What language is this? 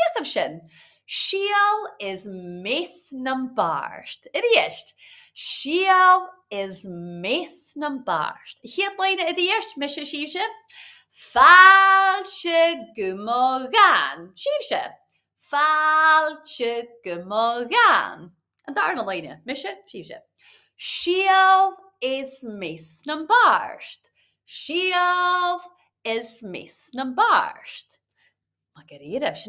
Scottish Gaelic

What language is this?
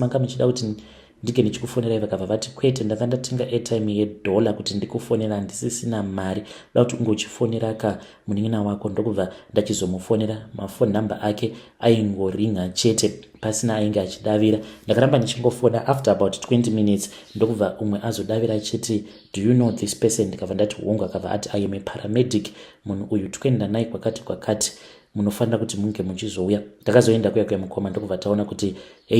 Shona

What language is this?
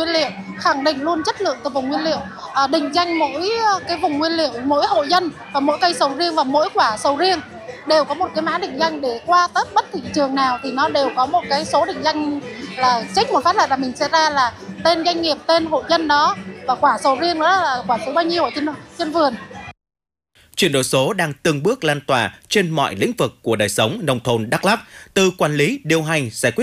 Vietnamese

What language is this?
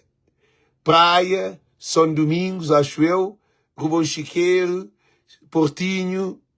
Kabuverdianu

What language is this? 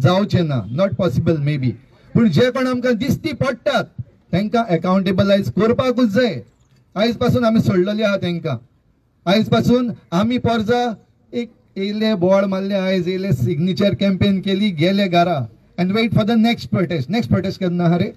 Konkani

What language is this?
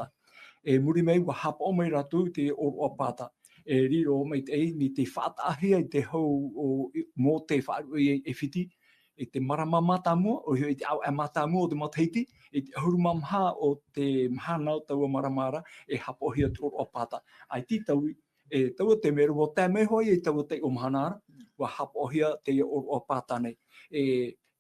Tahitian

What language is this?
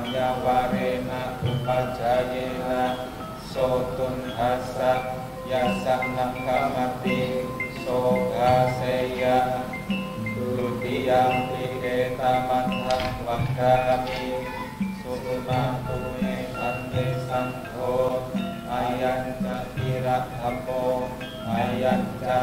Pali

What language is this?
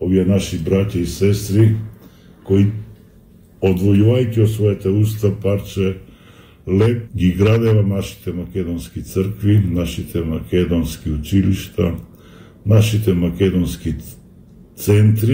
Macedonian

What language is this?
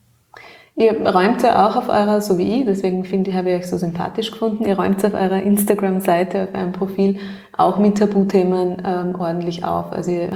German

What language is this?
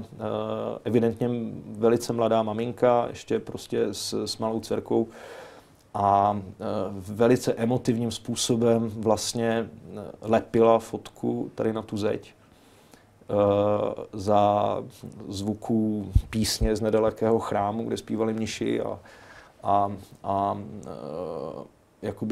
Czech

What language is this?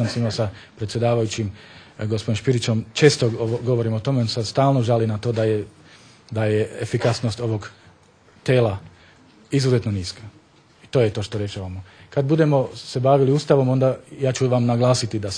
Bosnian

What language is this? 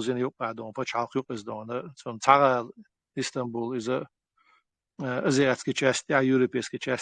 Chechen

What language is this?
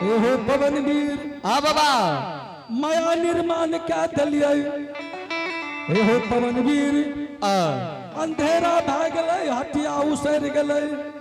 Angika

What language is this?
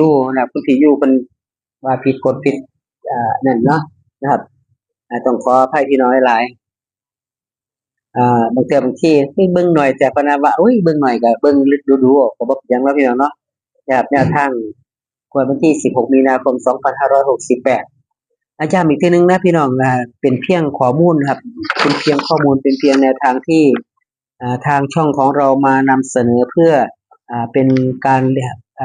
Northeastern Thai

